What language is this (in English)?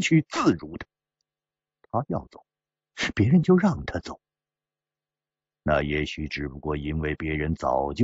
Chinese